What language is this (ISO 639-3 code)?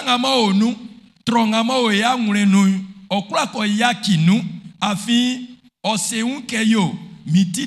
bci